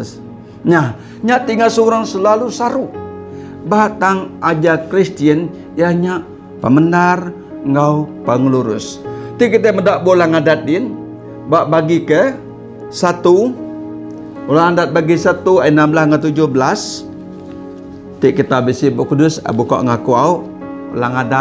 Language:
Iban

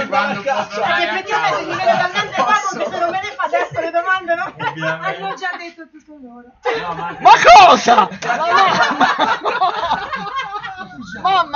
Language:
Italian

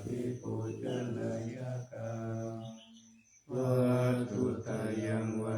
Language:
Pali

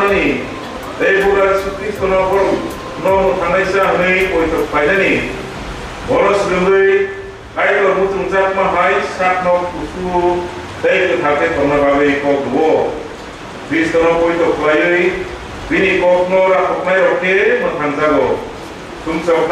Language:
Kok Borok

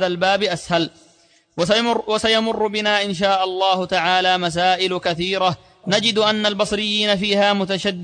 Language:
Arabic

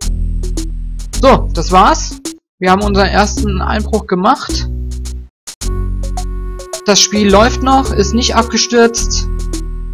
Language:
German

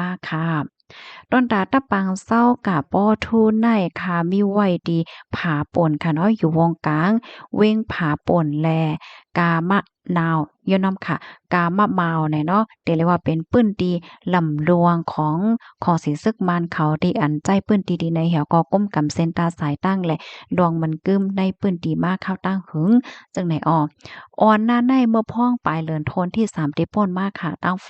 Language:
Shan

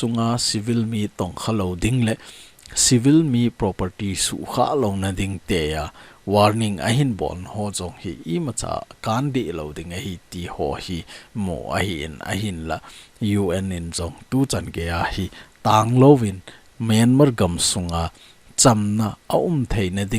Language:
Thado Chin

